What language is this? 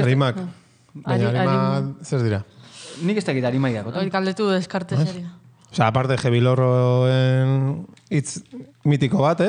Basque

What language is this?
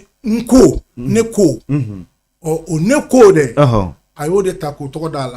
Bambara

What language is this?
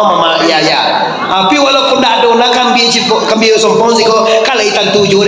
Minangkabau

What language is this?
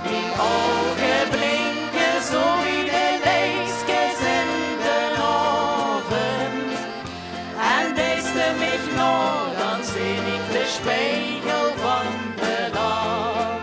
Limburgish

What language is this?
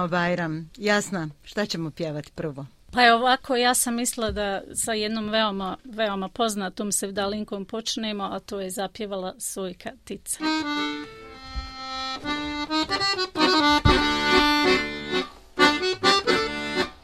Bosnian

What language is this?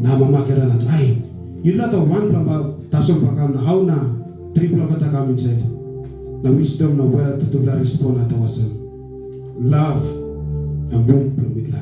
Tok Pisin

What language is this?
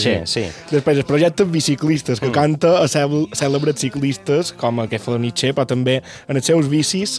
Catalan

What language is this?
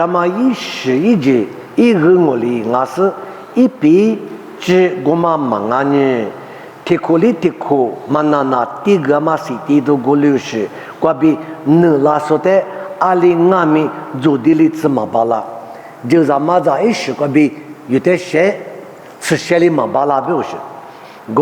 Lisu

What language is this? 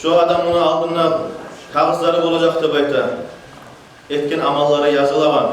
Kumyk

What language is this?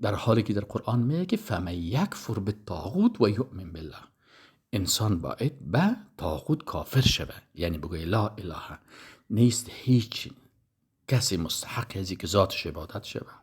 Persian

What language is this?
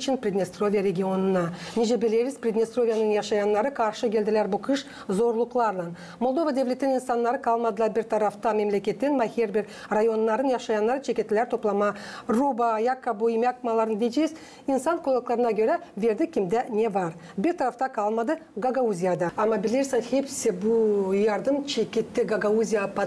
Gagauz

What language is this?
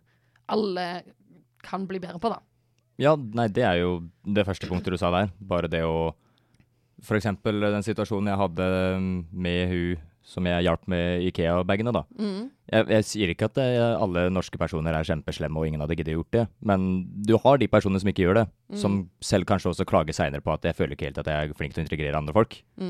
Norwegian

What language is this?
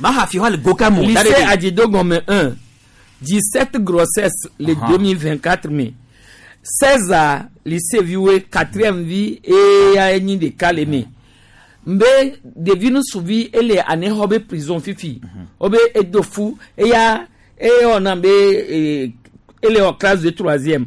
Gen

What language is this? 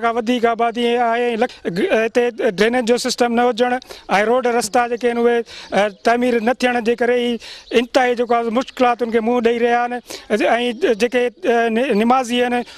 Sindhi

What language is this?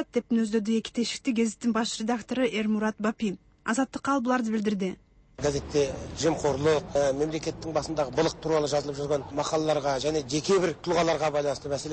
Kyrgyz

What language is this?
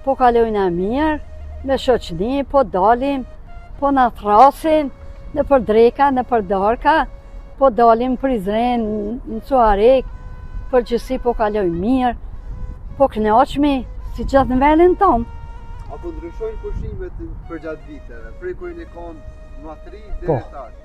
Albanian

